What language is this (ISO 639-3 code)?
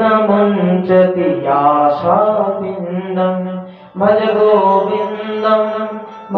ben